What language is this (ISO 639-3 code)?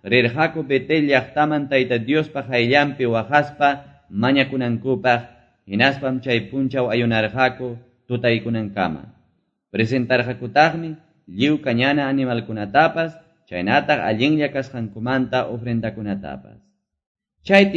que